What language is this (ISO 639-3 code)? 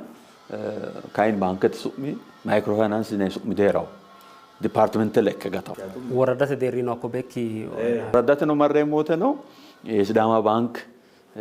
sid